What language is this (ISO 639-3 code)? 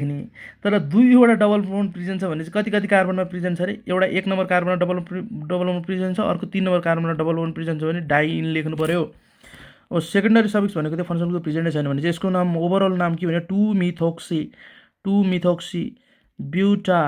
nep